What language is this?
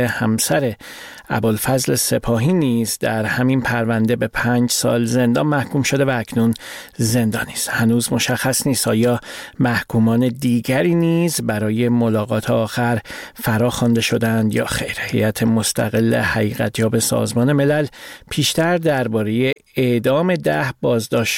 Persian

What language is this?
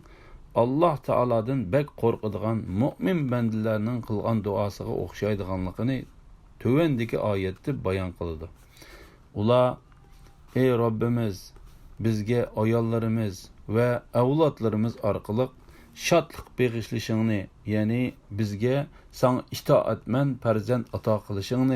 Uyghur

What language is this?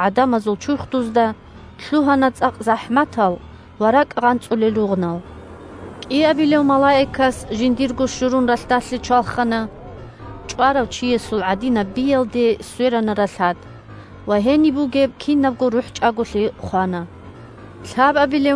Avaric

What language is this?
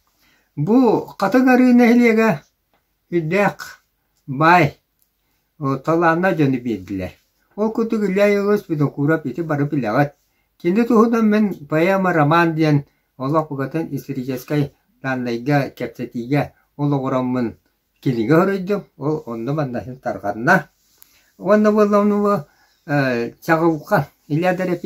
Yakut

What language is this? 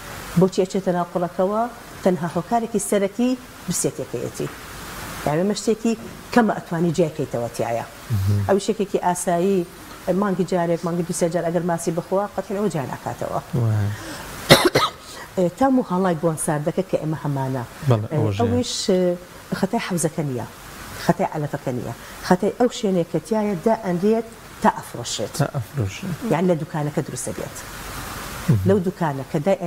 Central Kurdish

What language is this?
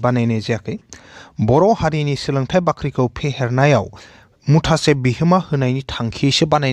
Bodo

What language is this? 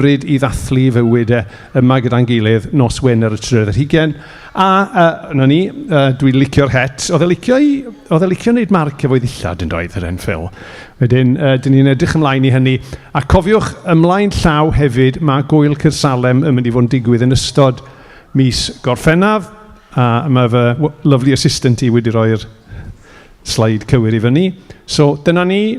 Welsh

